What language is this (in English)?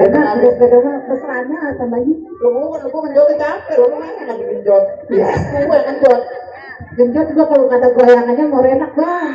Betawi